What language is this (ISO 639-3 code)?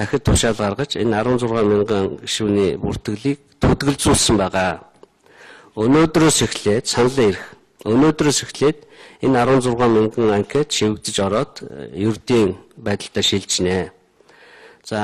mon